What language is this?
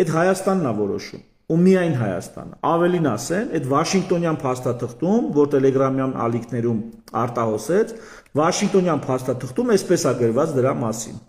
Armenian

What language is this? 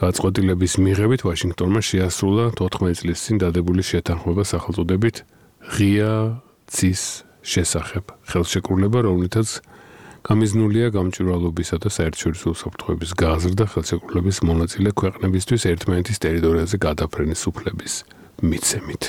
Georgian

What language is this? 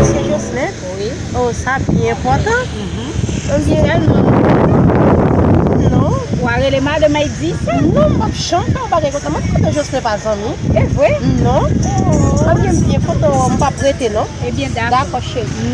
Haitian Creole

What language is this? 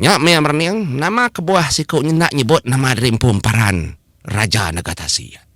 Iban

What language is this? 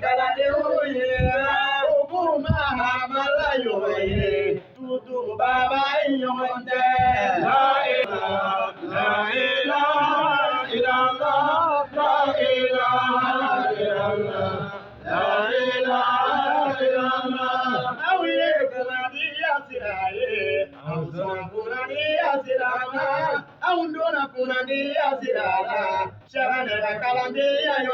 Bambara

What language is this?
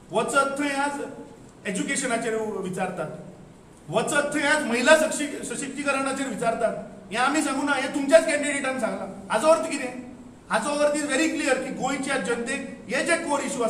Konkani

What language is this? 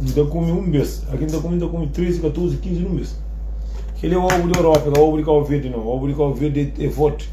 Kabuverdianu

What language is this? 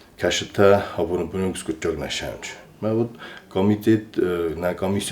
Ossetic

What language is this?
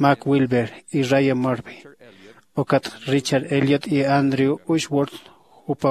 Aymara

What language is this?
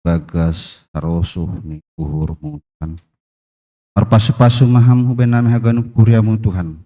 Batak Simalungun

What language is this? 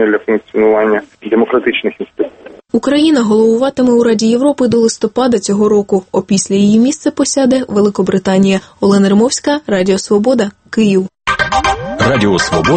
Ukrainian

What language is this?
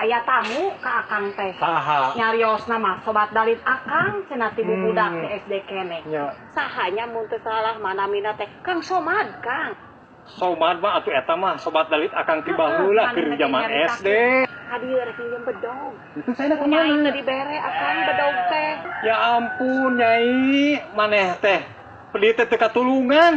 Sundanese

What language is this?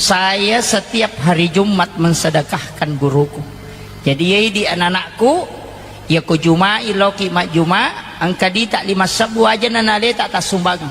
Buginese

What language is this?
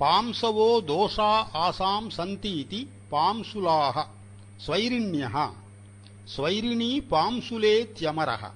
Sanskrit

